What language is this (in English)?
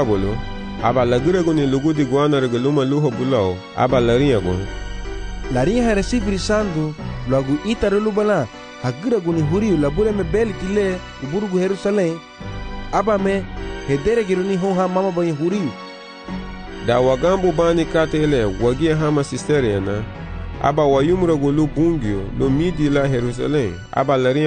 Garifuna